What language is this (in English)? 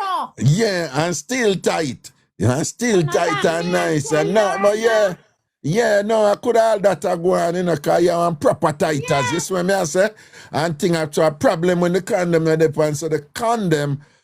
Jamaican Creole English